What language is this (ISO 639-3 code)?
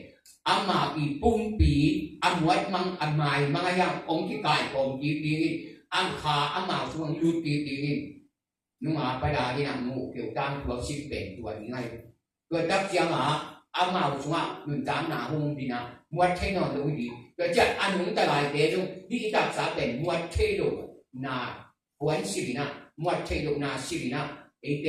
ctd